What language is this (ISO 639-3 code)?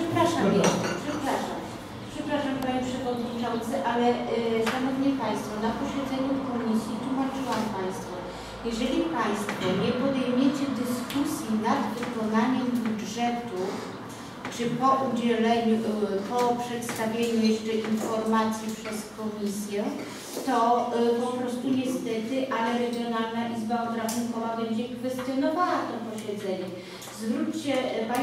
pol